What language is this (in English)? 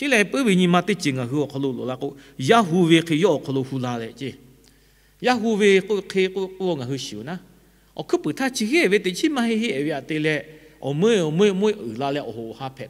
Lahu